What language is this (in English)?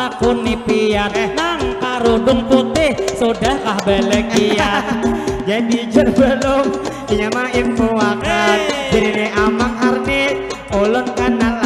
Banjar